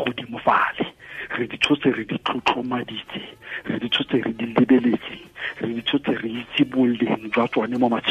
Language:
Tswana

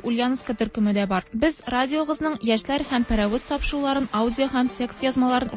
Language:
Tatar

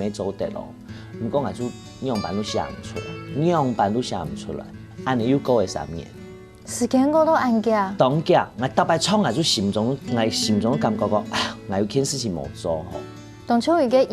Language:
Hakka Chinese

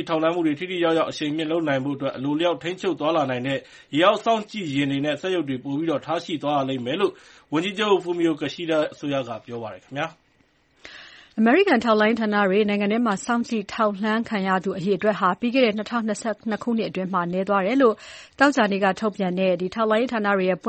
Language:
Burmese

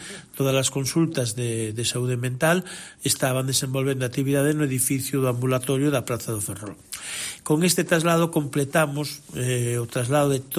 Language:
Galician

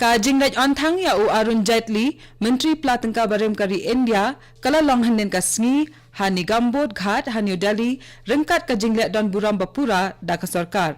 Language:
Khasi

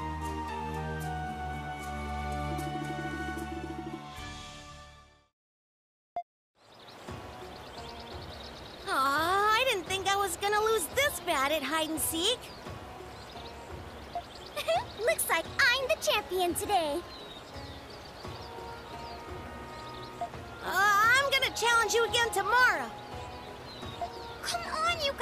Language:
English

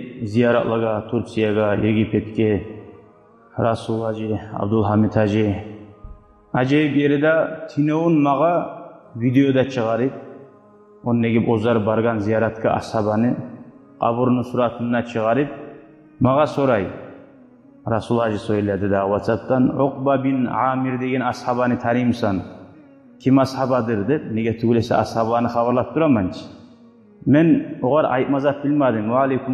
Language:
Kumyk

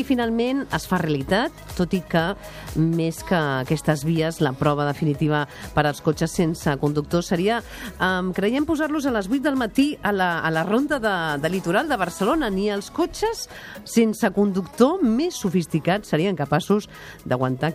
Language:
Catalan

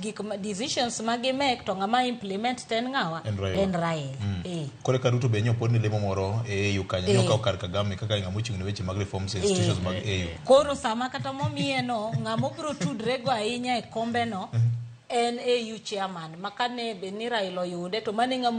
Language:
Luo (Kenya and Tanzania)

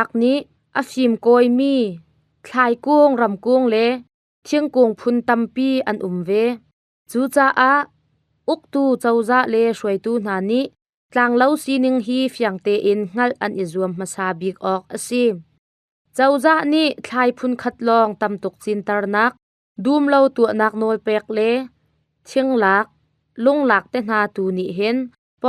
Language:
Hakha Chin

